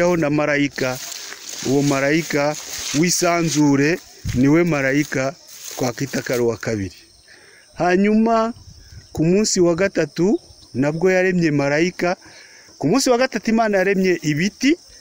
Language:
Kinyarwanda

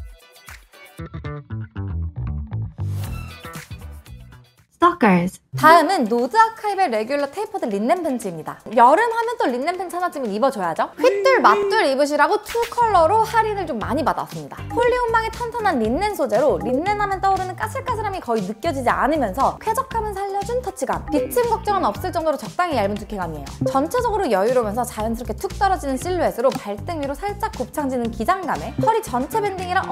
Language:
Korean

